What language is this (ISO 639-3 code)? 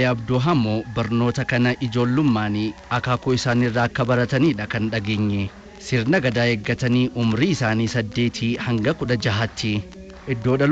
orm